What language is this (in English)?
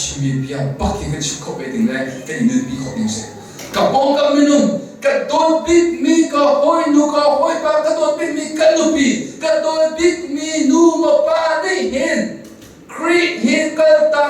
Hakha Chin